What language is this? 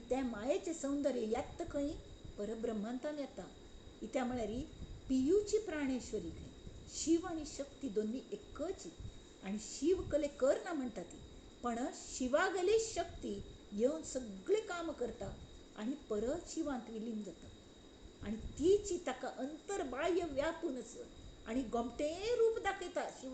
Konkani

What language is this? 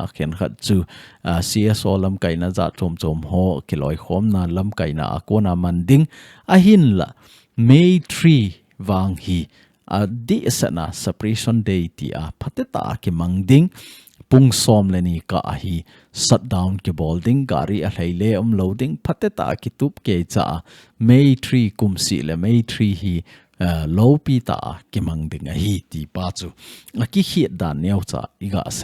Thado Chin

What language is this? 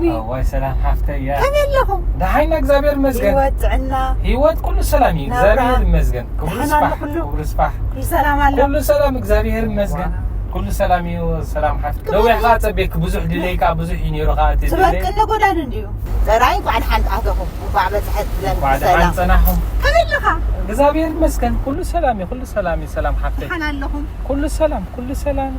Tigrinya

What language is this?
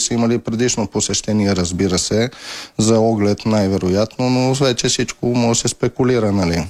Bulgarian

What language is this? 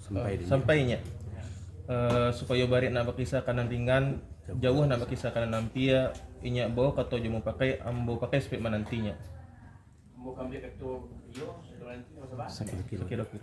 Minangkabau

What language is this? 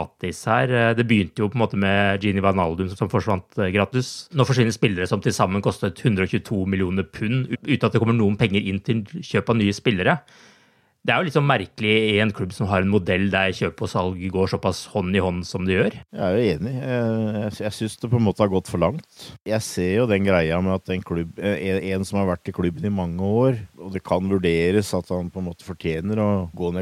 Norwegian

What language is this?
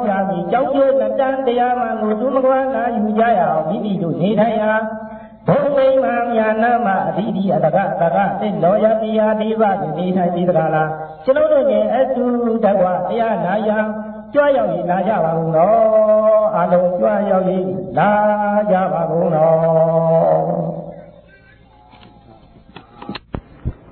Burmese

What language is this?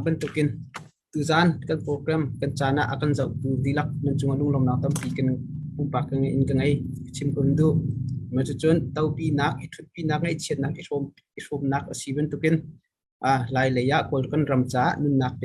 Hakha Chin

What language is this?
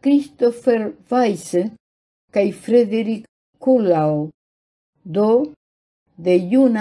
Esperanto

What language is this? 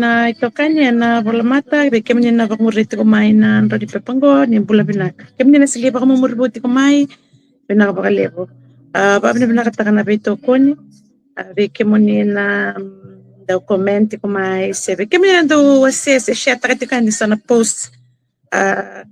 Fijian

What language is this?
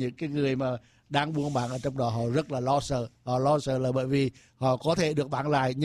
Vietnamese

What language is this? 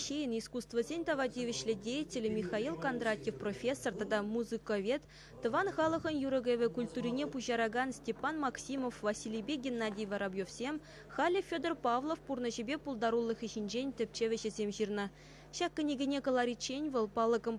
Chuvash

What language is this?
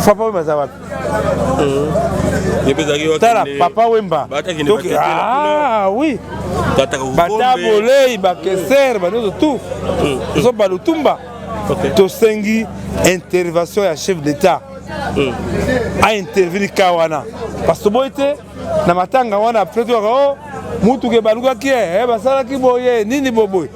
Lingala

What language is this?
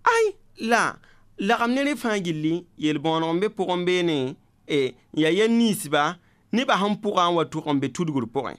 Mossi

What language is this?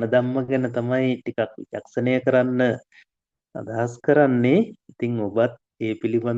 Sinhala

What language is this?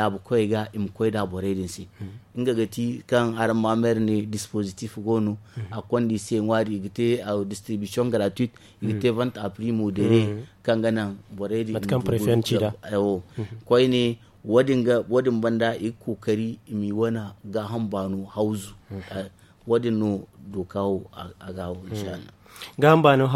Zarma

